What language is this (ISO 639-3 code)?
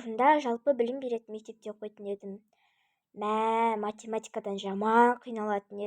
kaz